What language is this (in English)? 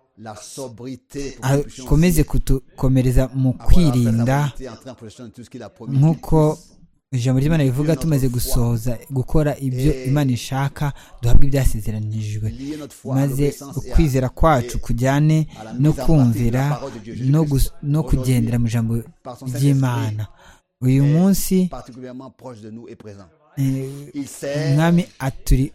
Kinyarwanda